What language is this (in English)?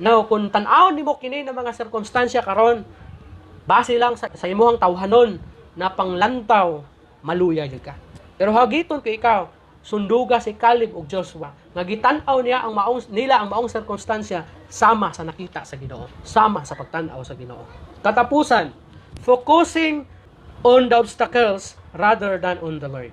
Cebuano